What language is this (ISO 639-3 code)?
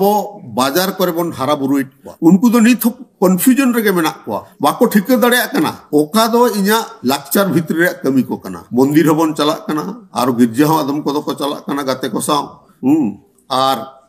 sat